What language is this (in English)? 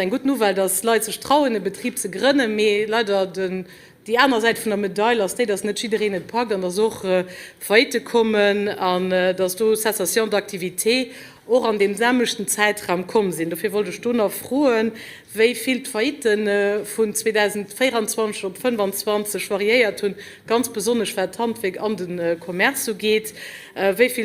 Luxembourgish